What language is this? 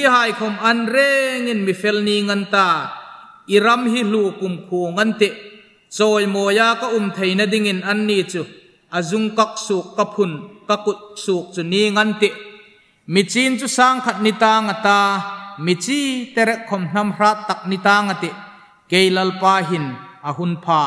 Hmar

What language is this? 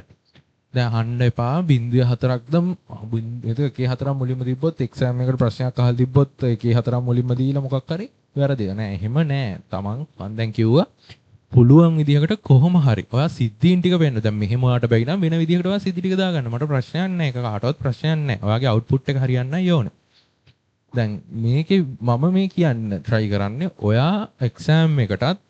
Sinhala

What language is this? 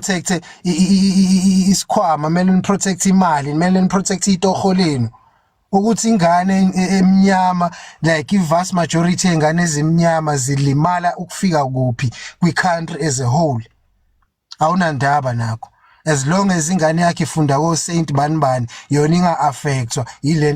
Zulu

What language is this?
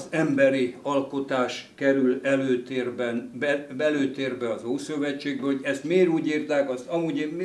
Hungarian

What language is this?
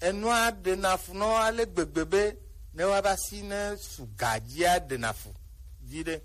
Gen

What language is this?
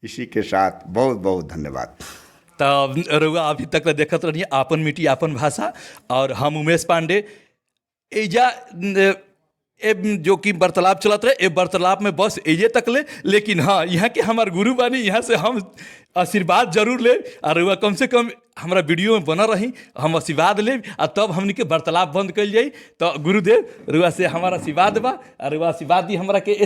Bhojpuri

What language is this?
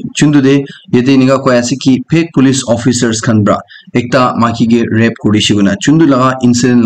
Naga Pidgin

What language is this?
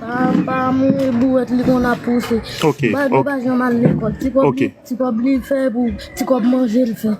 Haitian Creole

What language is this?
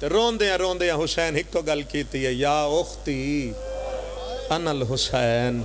Pahari-Potwari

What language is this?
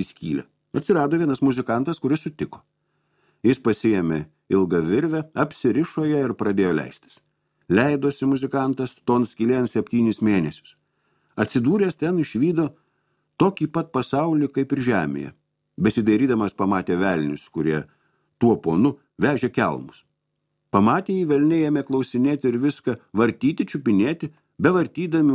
Lithuanian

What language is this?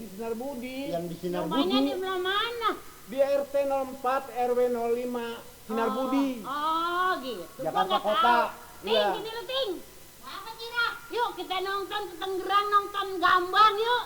Betawi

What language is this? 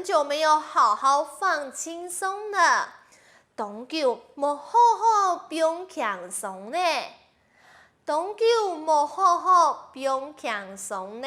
Hakka Chinese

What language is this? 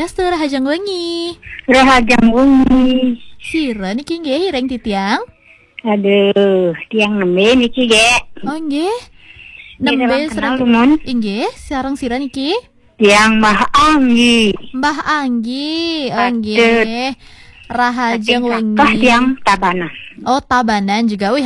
Balinese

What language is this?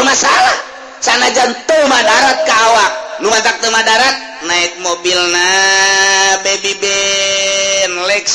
Sundanese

